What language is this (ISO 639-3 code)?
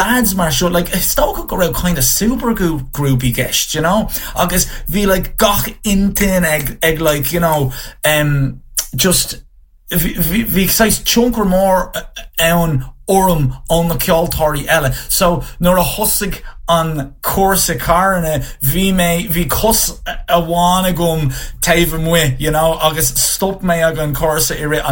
gle